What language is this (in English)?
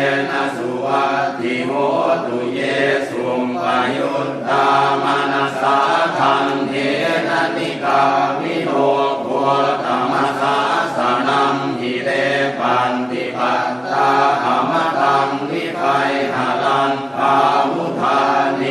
Pali